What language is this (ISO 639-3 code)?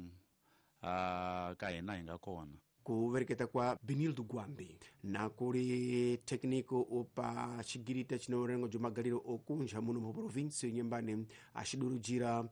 tso